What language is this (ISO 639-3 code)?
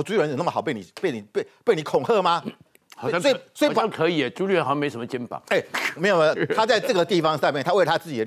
zho